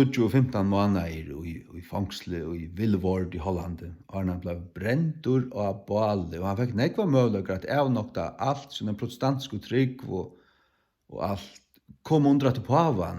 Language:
Faroese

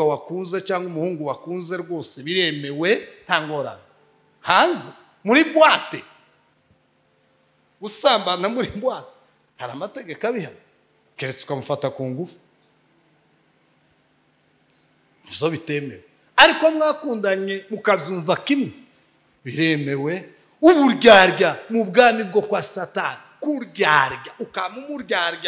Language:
Kinyarwanda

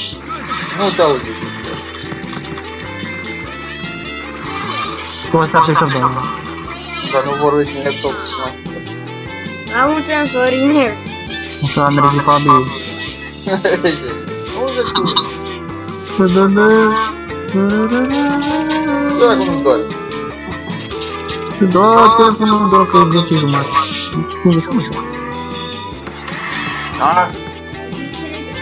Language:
Romanian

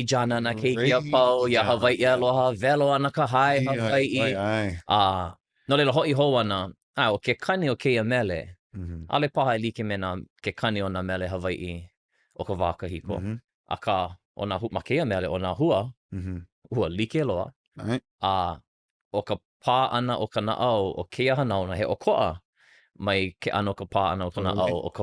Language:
Hawaiian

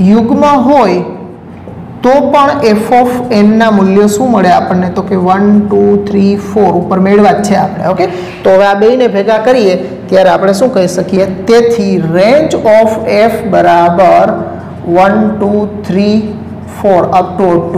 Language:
Gujarati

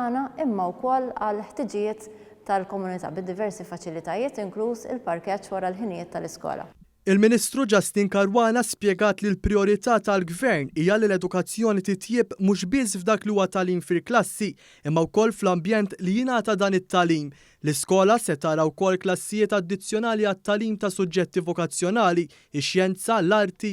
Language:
Maltese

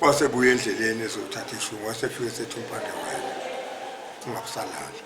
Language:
Zulu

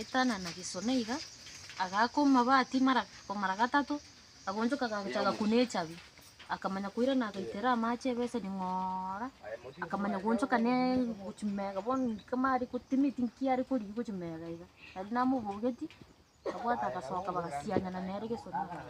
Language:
Gusii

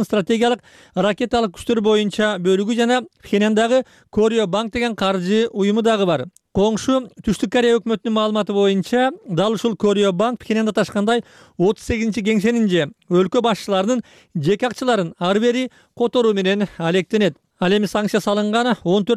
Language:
Kyrgyz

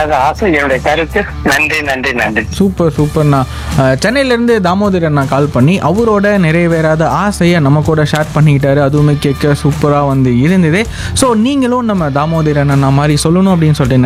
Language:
Tamil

